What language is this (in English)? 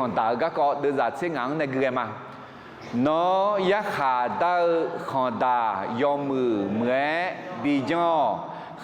Akha